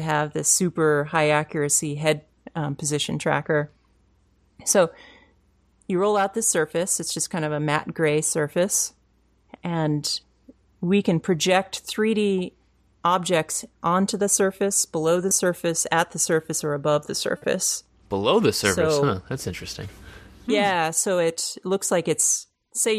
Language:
English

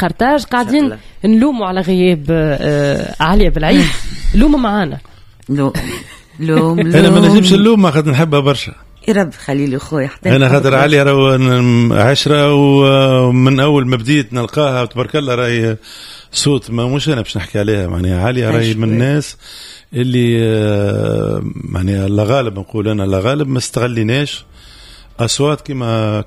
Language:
Tunisian Arabic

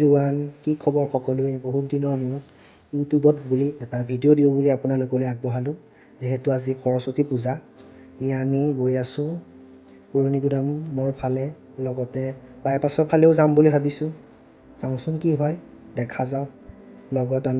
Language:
Assamese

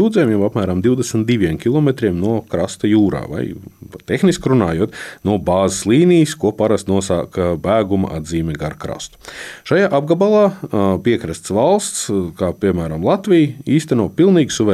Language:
Latvian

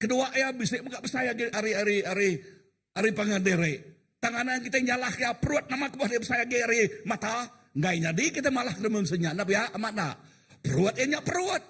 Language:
Iban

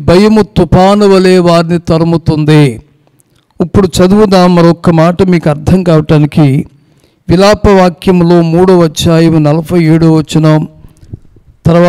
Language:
Telugu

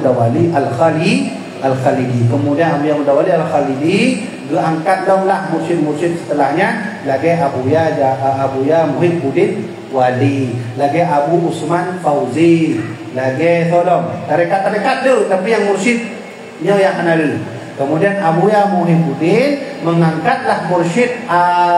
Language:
Achinese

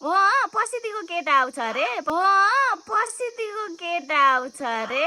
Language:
Nepali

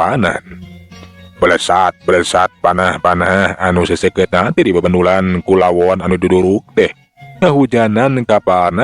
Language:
Sundanese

